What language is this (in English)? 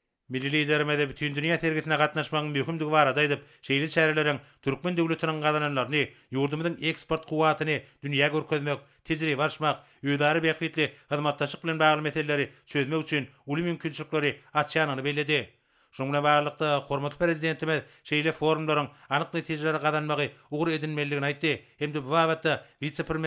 Turkmen